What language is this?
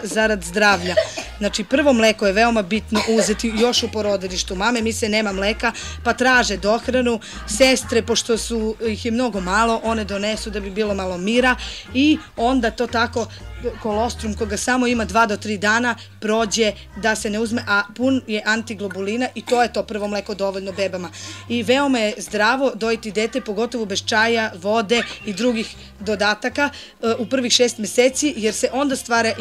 Serbian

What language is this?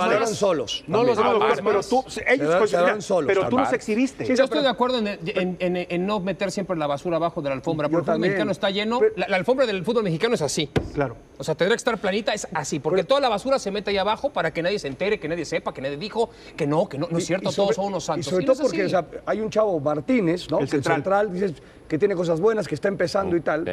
Spanish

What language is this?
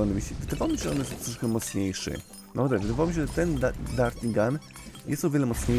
Polish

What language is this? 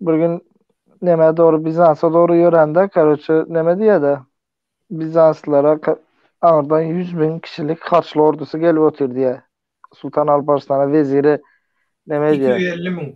Turkmen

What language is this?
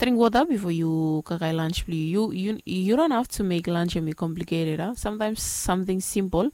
Bislama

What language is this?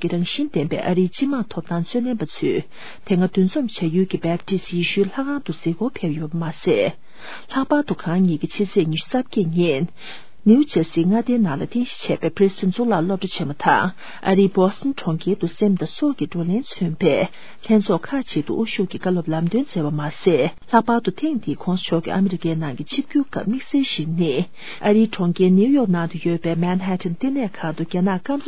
Tibetan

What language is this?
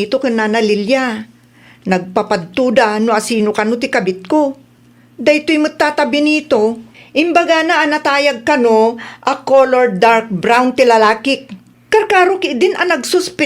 Iloko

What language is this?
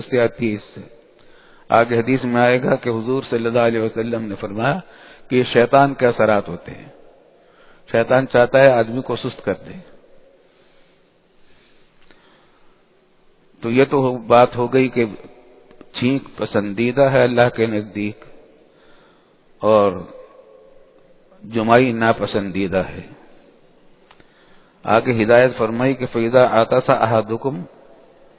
Urdu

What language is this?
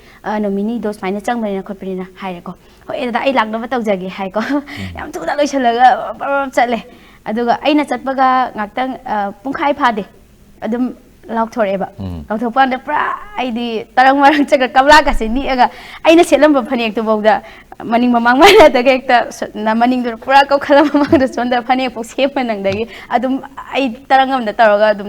Manipuri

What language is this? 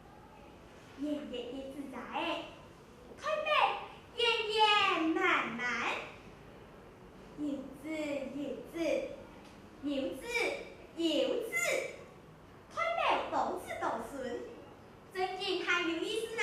Hakka Chinese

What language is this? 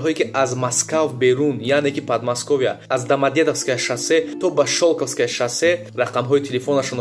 Tajik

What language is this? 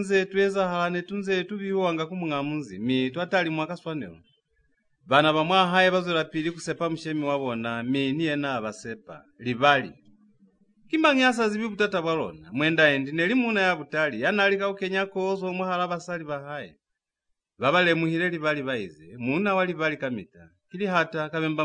Lozi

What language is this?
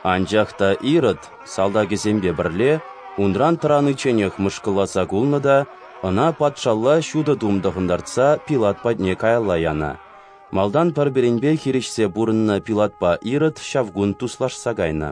Chuvash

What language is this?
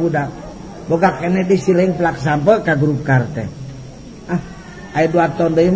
Sundanese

